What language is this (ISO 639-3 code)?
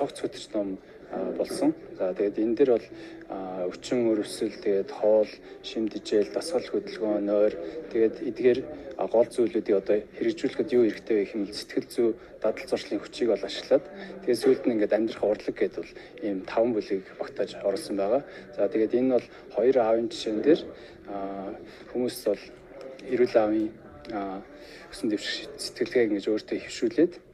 mon